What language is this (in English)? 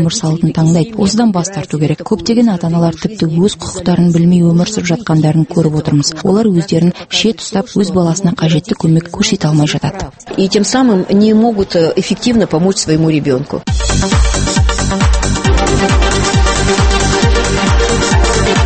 Kazakh